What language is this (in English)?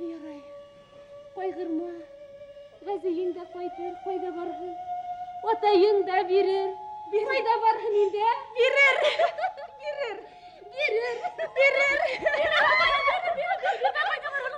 Bashkir